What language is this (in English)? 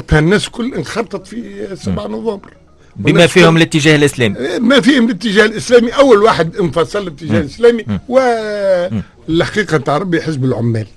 Tunisian Arabic